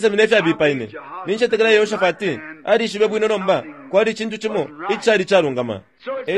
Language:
Bemba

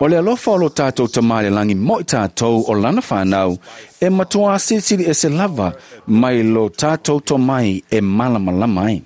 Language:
Samoan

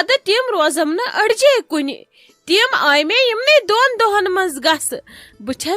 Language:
Kashmiri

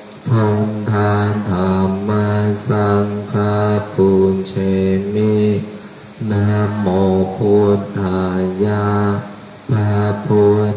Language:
Pali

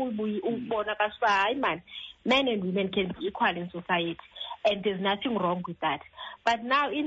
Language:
Xhosa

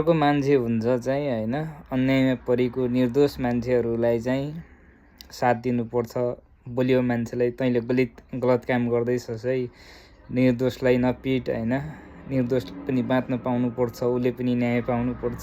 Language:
Nepali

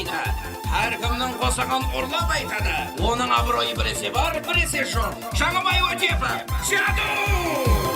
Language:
Kara-Kalpak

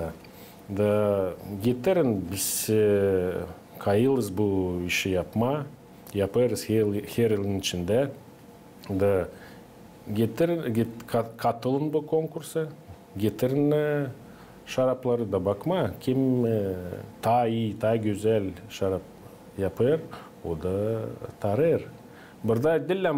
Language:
Gagauz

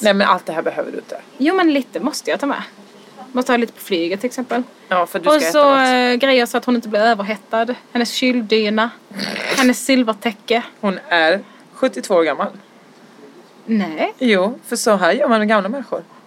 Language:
Swedish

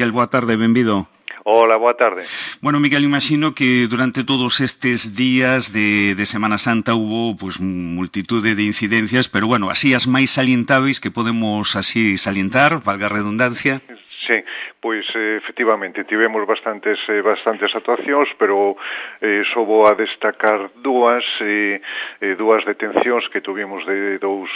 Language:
Galician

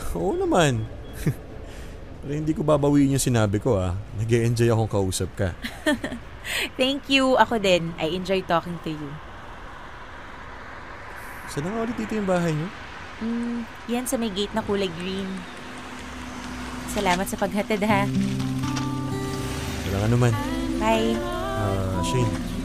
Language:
Filipino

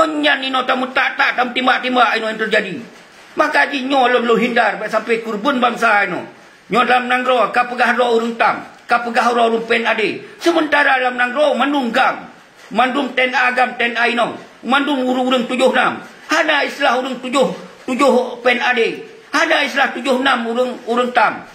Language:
Achinese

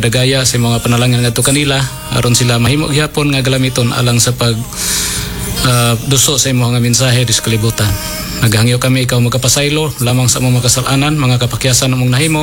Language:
Cebuano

